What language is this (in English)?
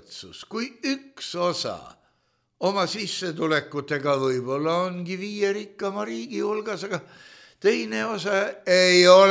Estonian